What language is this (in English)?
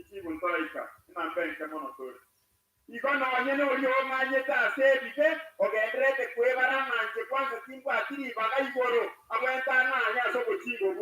Gusii